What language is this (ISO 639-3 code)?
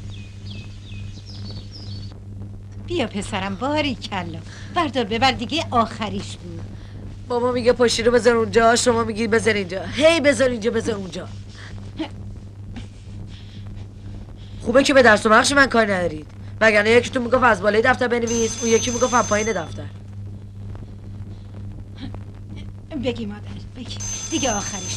fas